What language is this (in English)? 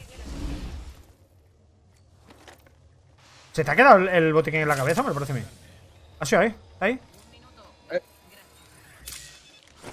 Spanish